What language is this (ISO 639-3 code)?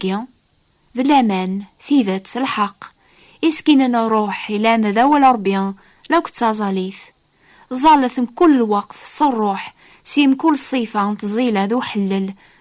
kab